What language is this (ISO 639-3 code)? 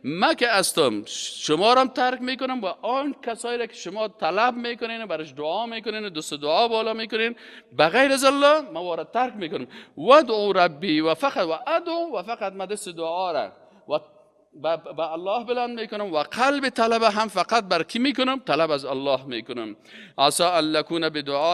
fas